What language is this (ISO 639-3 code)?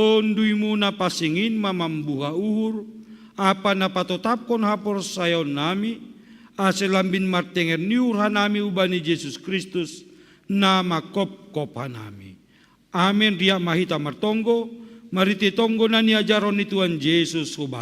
bts